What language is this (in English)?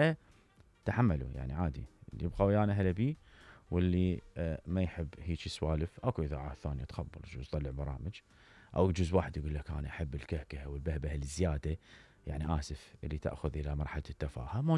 Mesopotamian Arabic